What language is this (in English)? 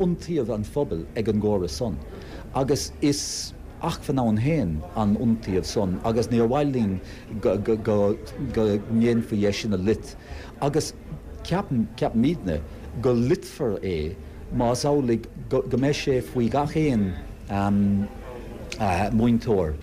Irish